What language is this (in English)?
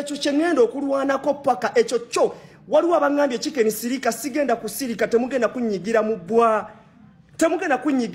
Ganda